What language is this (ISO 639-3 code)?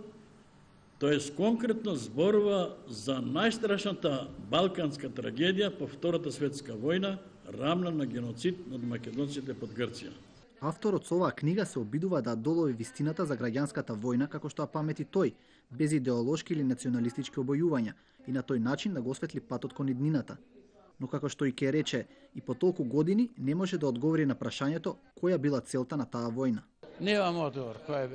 mkd